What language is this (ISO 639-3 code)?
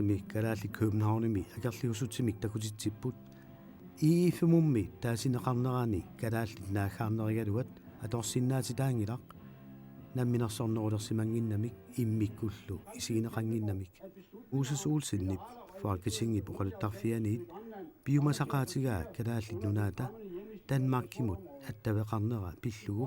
kal